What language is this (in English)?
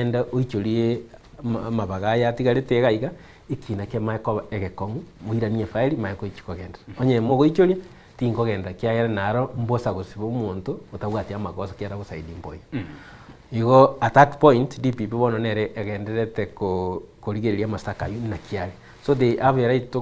Gusii